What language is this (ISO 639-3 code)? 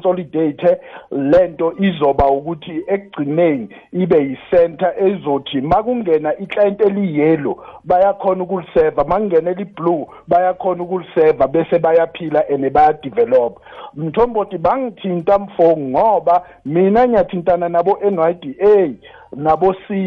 nbl